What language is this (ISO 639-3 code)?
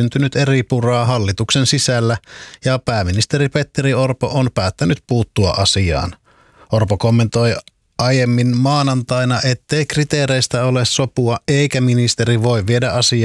fin